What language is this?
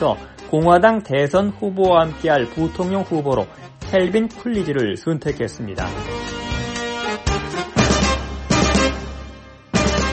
Korean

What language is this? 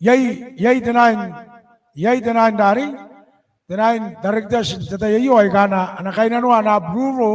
Gilbertese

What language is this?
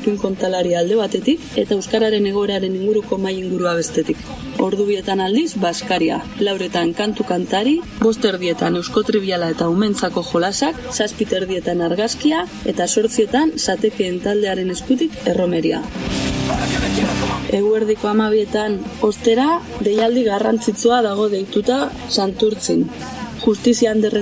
Basque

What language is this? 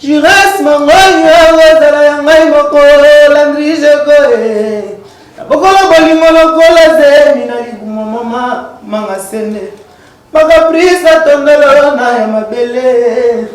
Lingala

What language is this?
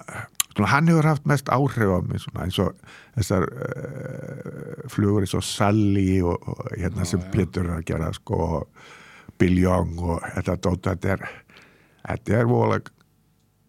Icelandic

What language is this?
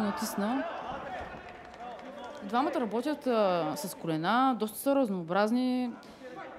Bulgarian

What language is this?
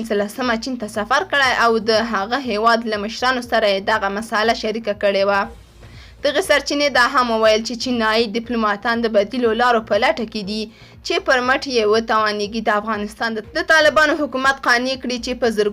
Pashto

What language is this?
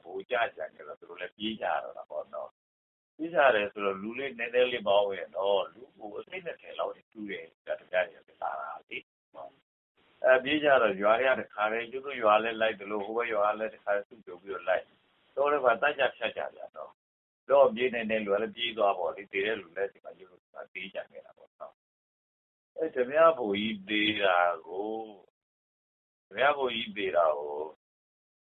Burmese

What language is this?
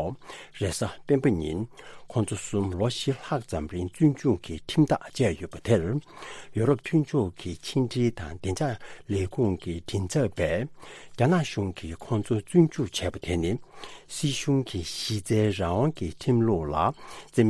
Tibetan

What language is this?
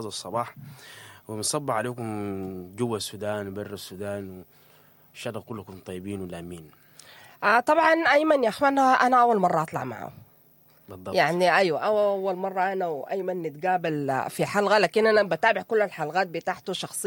Sudanese Arabic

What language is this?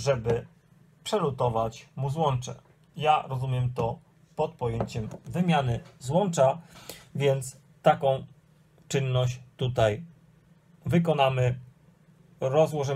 Polish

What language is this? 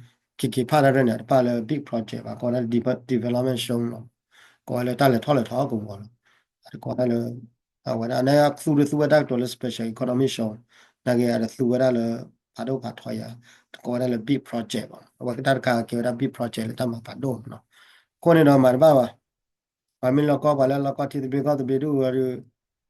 S'gaw Karen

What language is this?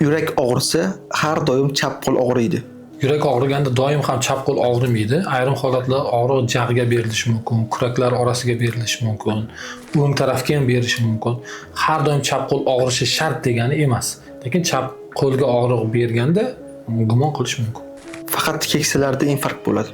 Uzbek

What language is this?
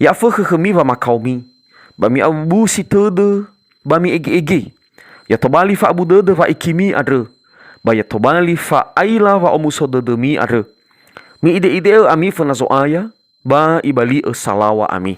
Nias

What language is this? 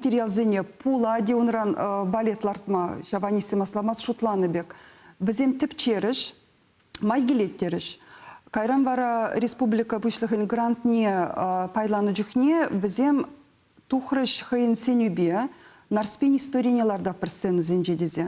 Chuvash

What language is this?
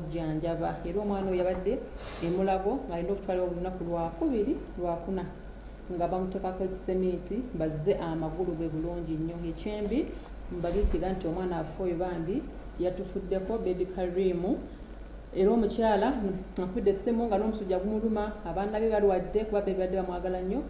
Ganda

